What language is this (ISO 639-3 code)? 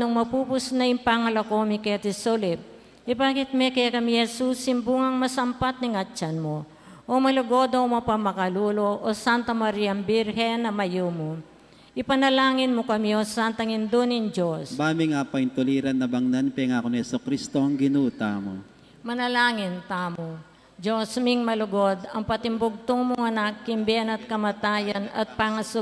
pam